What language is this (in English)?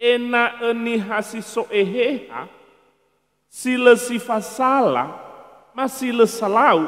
Nias